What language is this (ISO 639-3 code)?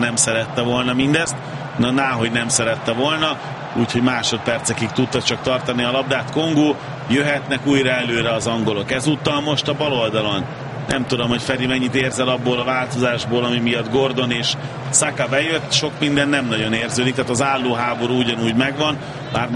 hun